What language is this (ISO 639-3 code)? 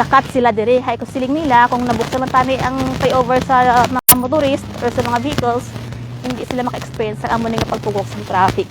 hil